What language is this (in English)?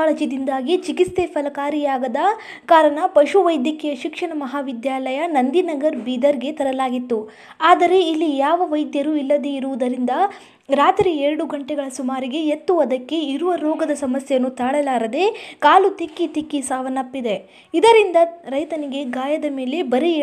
Kannada